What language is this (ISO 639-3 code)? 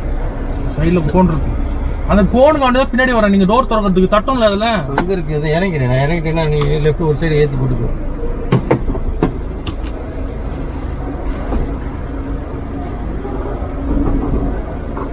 tam